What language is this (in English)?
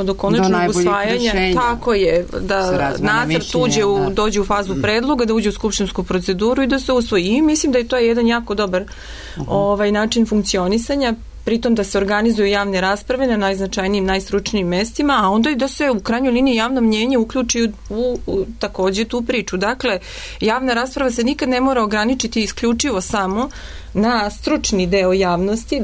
Serbian